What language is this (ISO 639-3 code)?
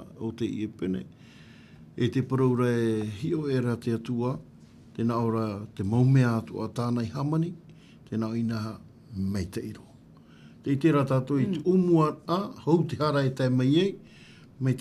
tah